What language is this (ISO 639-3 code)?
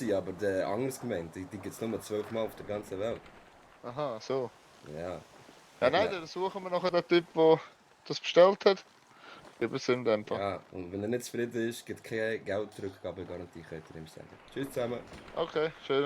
gsw